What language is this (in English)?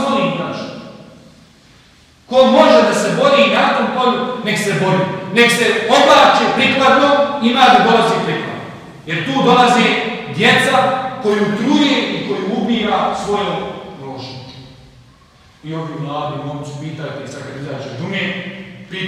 Bosnian